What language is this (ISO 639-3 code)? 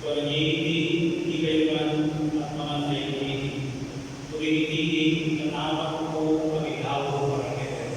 pam